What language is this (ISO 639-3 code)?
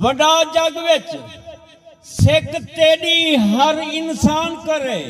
skr